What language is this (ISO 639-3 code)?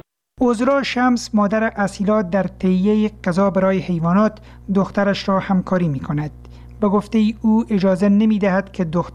fas